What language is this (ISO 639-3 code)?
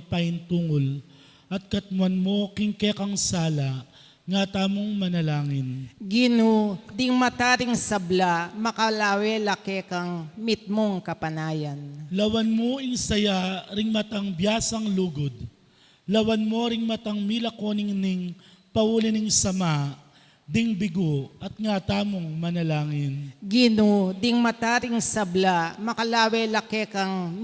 pam